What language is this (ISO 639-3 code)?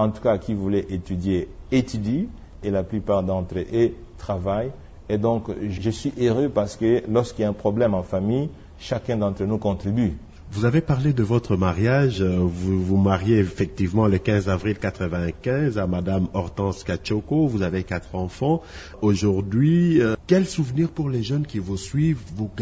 fra